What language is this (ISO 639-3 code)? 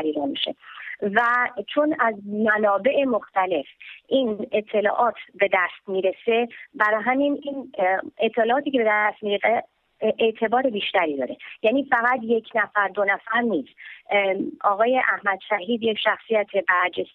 fas